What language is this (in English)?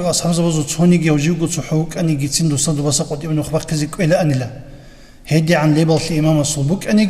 Avaric